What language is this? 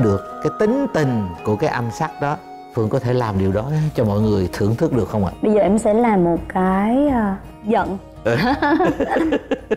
Vietnamese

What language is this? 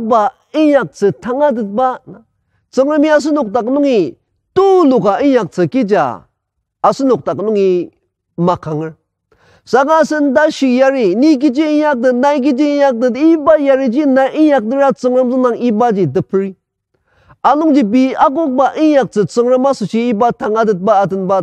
Ao Naga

